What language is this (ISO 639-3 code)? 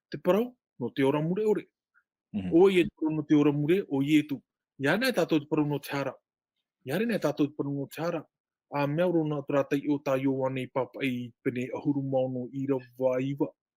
tah